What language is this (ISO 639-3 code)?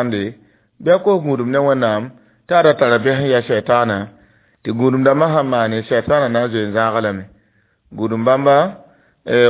mos